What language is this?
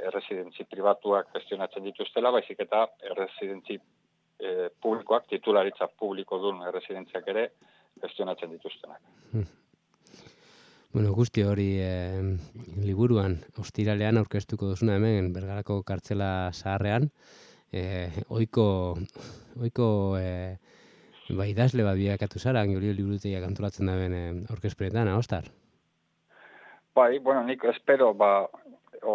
Basque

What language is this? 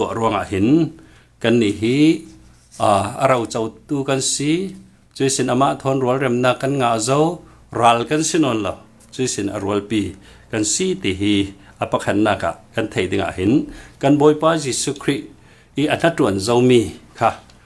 Falam Chin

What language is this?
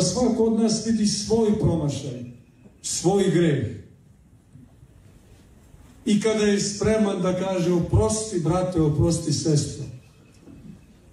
Serbian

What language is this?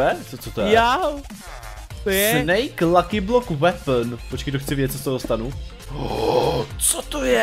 Czech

